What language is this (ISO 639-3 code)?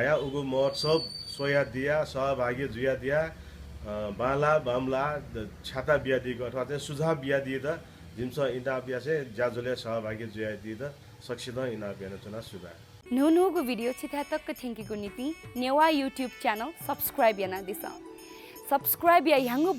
new